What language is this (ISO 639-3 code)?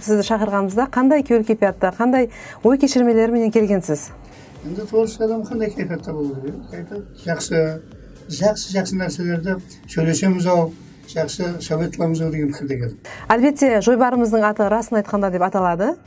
kaa